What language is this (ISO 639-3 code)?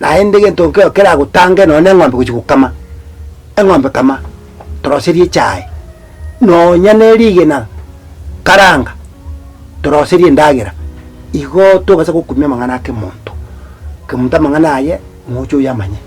guz